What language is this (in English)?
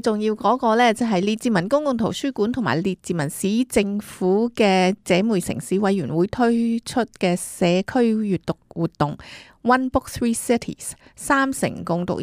Cantonese